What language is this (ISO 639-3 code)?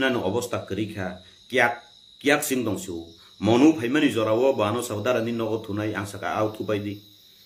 trp